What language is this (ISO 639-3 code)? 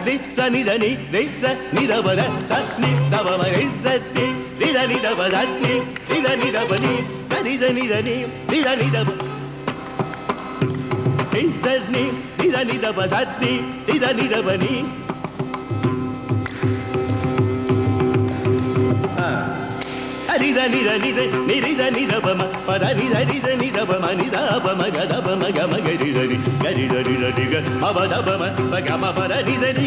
tam